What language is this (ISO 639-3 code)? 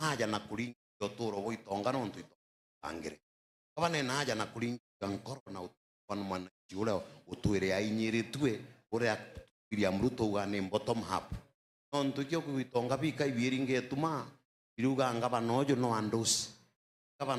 mer